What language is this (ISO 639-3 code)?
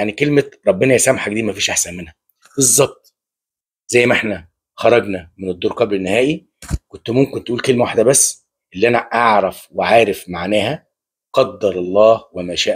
arz